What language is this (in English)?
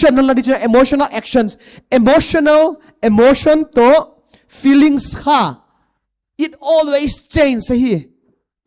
Paite Chin